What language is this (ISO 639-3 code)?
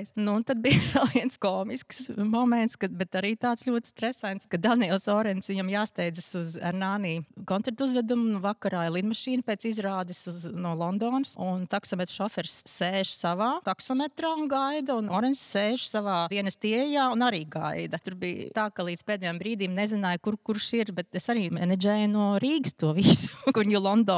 lav